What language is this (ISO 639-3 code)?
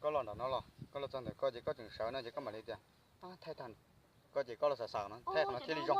hmn